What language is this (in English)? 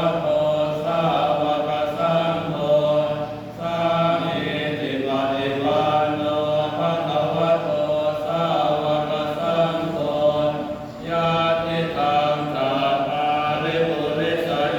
Pali